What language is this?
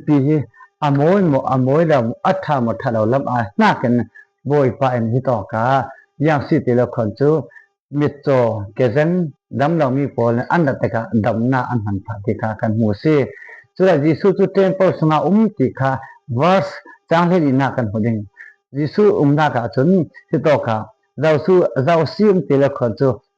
Falam Chin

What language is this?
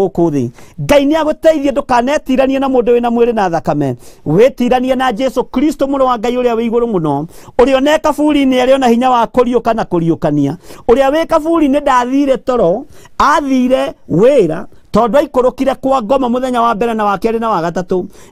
Kikuyu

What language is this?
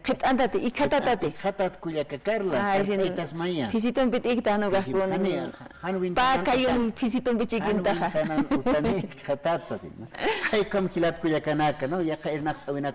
Aymara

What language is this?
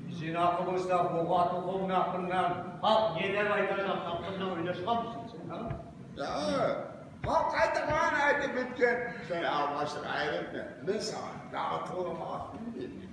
Kumyk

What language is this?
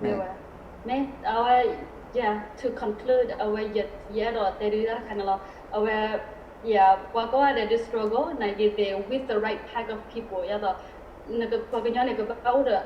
S'gaw Karen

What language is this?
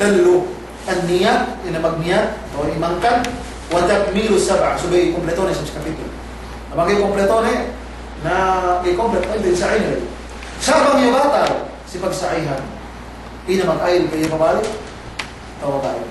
Yakan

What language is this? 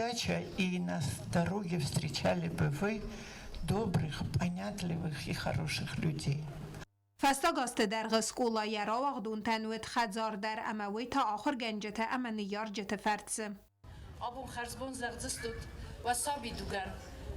Ossetic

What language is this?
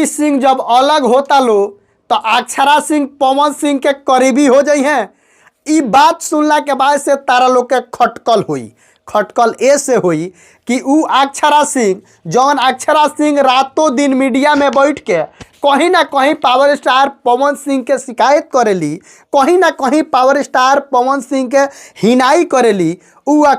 Bhojpuri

